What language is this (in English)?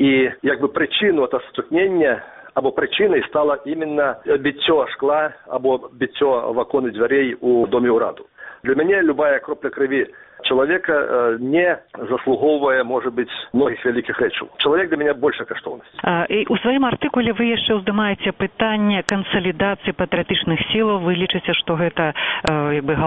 Belarusian